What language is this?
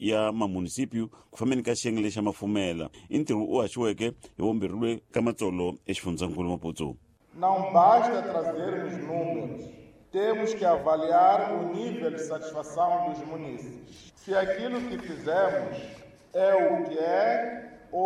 Tsonga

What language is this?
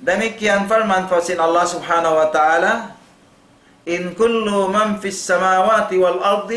Tausug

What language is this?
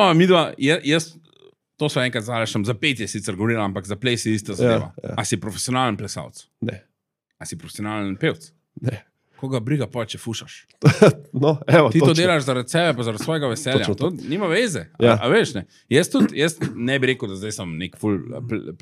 Slovenian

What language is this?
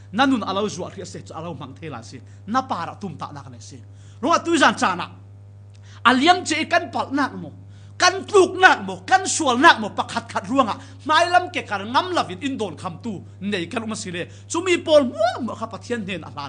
Falam Chin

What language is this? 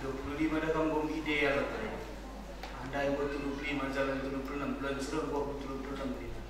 Batak Karo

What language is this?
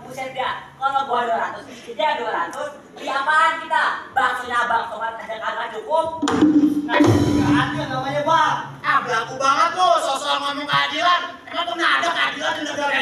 Betawi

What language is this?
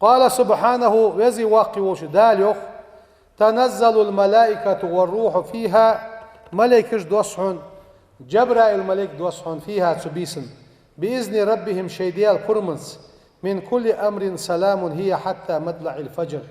Ingush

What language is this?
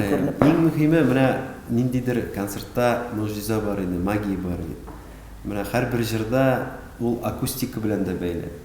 Tatar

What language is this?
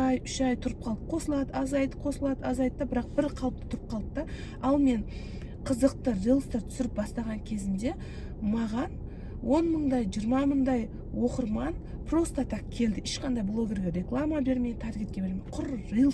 Kazakh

